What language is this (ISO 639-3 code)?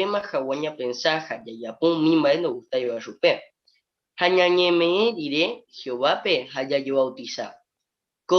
grn